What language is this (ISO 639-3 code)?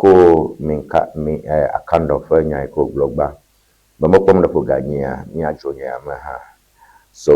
ewe